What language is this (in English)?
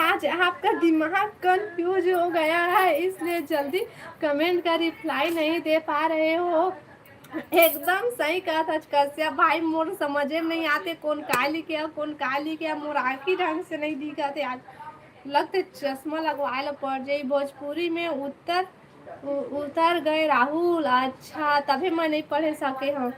Chhattisgarhi